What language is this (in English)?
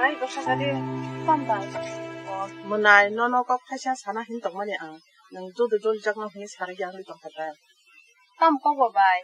Kok Borok